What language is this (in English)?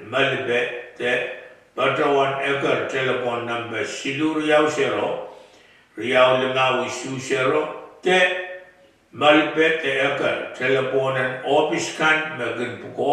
Pohnpeian